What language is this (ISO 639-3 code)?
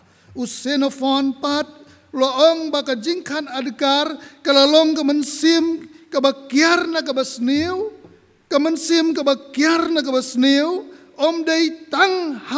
kha